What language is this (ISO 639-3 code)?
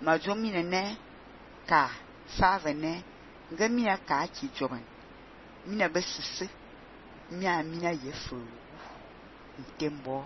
fan